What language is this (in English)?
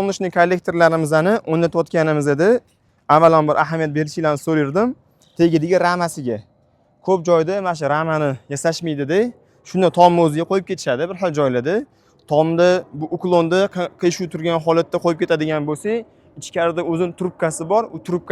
Uzbek